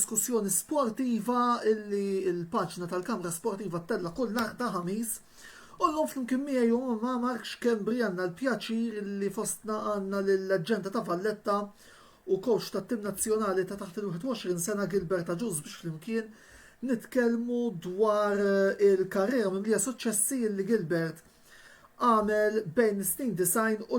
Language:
Maltese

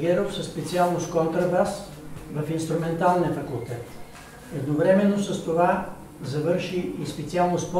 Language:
Bulgarian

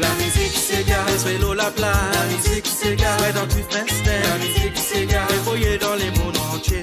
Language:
Morisyen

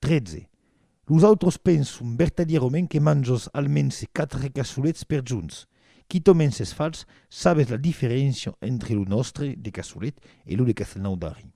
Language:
Occitan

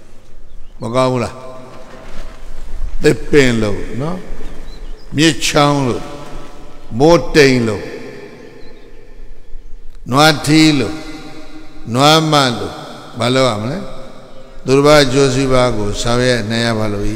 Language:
Burmese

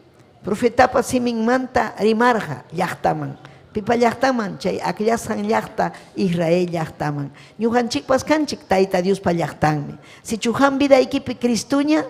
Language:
Ayacucho Quechua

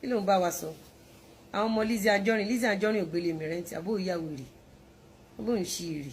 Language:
Yoruba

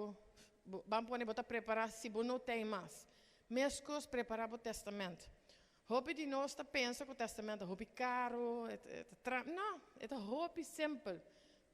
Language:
Papiamento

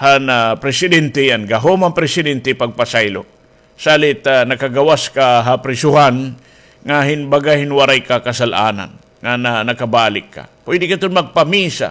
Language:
Waray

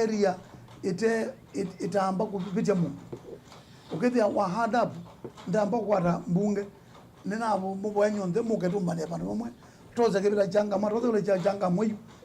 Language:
Kamba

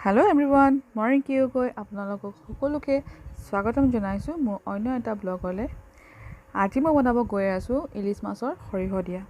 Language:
Assamese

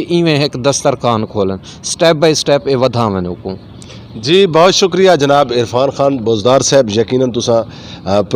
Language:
Saraiki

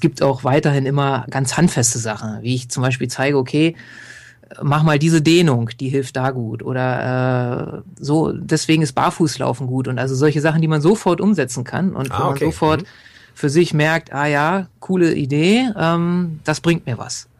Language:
German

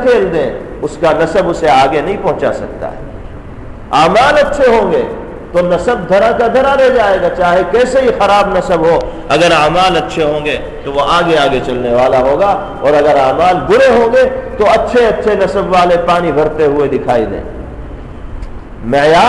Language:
Urdu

